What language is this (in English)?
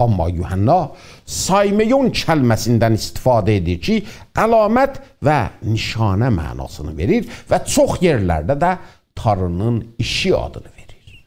South Azerbaijani